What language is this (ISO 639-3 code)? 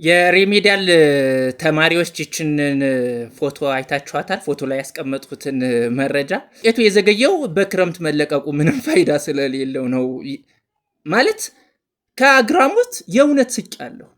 amh